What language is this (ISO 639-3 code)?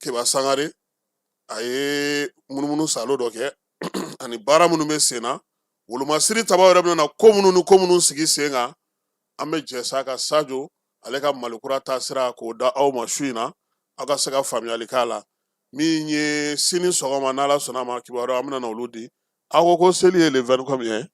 bam